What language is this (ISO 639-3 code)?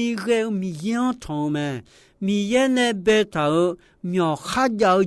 ahk